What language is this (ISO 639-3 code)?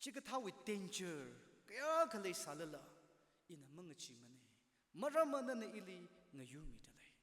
nmf